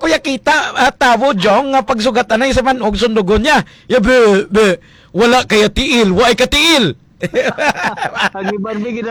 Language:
Hiligaynon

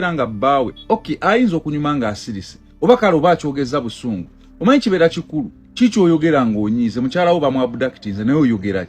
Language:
Ganda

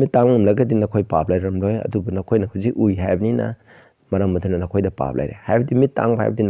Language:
Manipuri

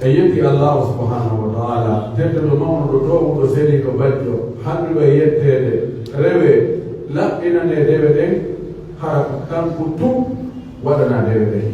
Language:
Pular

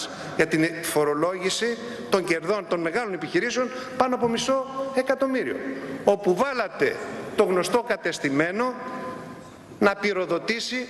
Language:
Greek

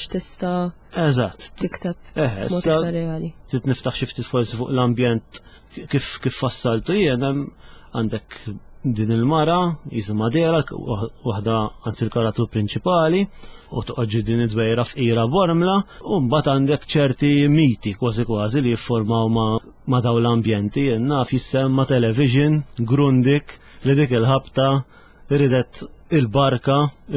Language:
Maltese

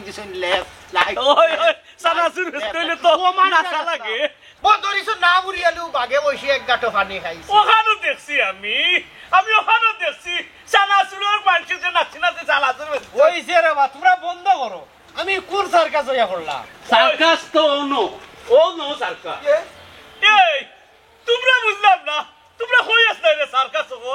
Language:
Sylheti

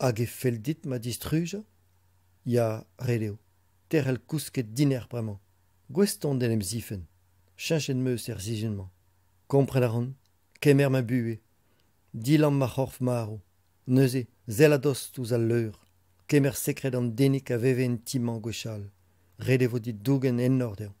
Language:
Breton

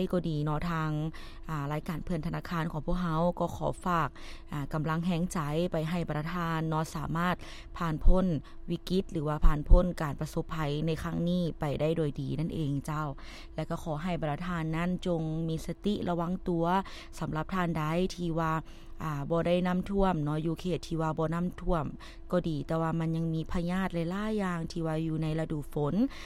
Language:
Lao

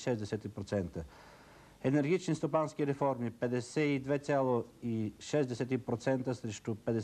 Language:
Bulgarian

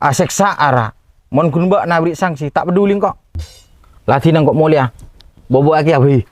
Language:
Madurese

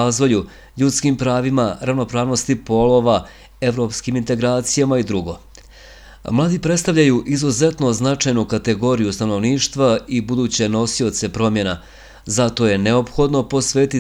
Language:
Bosnian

